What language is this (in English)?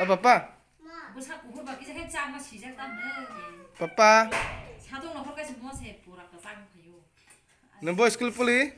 Kok Borok